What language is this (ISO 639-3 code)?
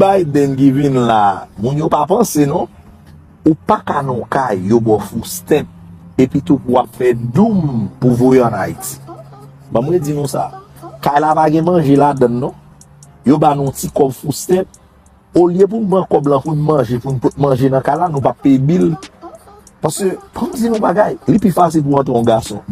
hat